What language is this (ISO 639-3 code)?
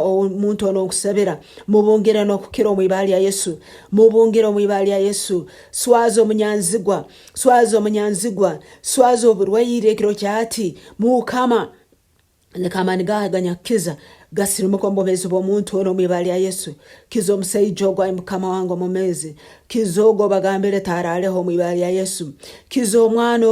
nyn